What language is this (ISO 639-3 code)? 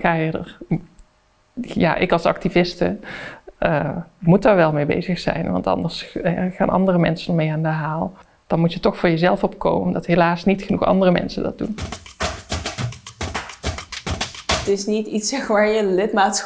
nld